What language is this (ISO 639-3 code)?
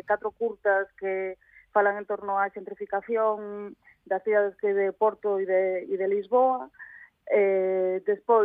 glg